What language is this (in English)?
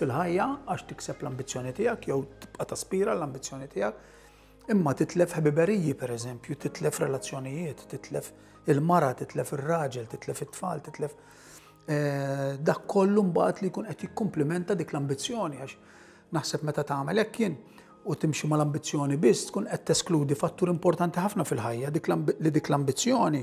Maltese